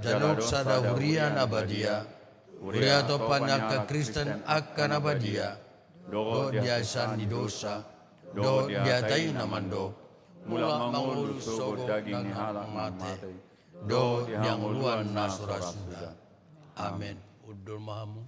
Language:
Batak Toba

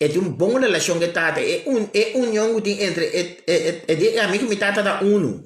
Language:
Papiamento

